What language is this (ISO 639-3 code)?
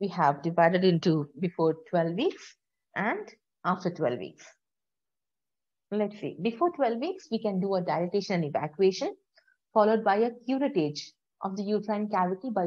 eng